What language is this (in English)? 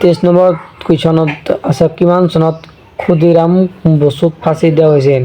Assamese